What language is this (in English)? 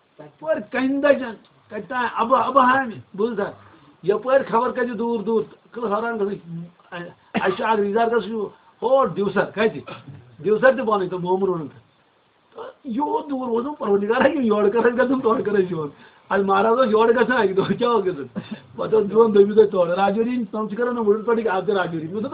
Kashmiri